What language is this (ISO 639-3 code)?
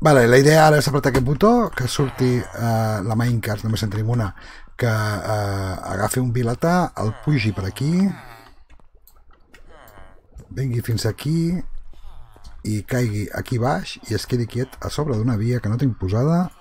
cat